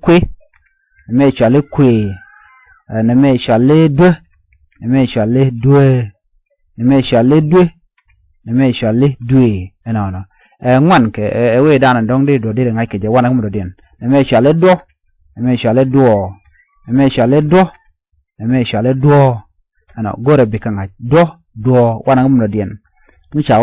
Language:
Nuer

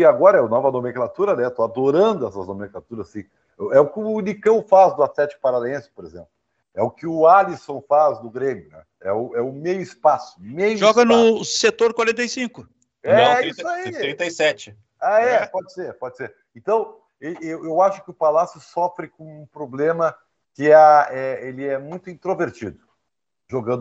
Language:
Portuguese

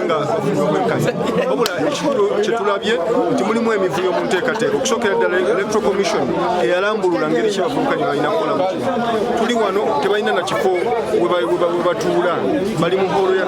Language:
Ganda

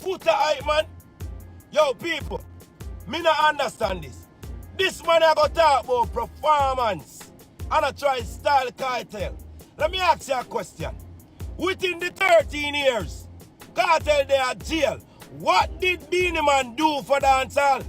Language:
Jamaican Creole English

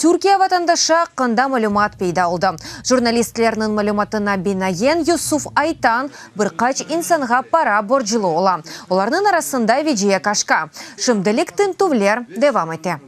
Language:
Crimean Tatar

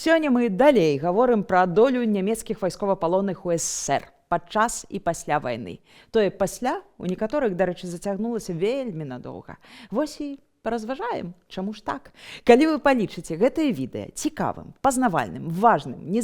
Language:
Belarusian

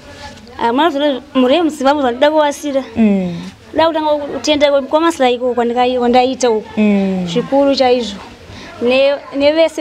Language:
Shona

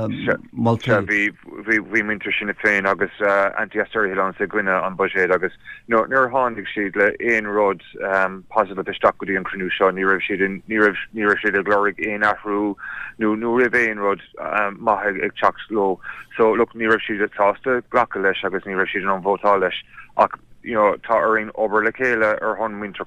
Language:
Irish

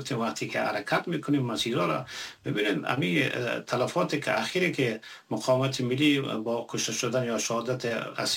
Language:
Persian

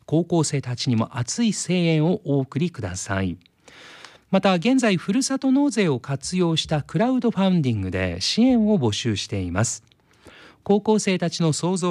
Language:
Japanese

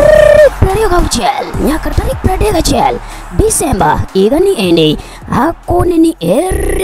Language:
Luo (Kenya and Tanzania)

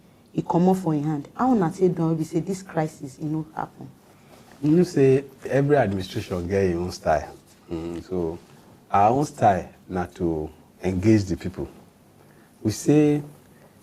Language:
Nigerian Pidgin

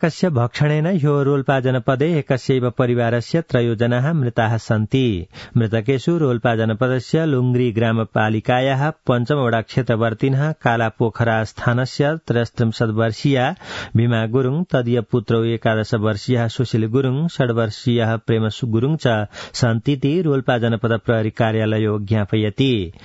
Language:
Sanskrit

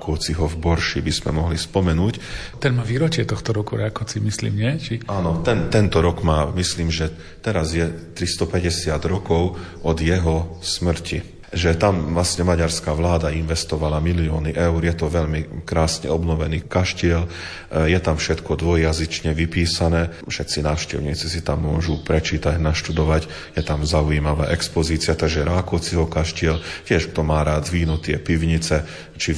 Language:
Slovak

